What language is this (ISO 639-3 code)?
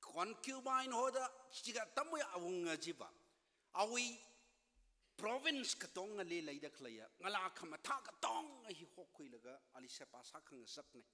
nmf